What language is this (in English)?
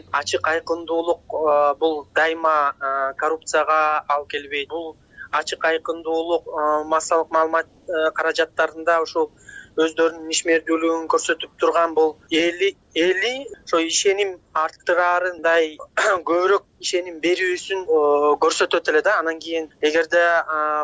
Kyrgyz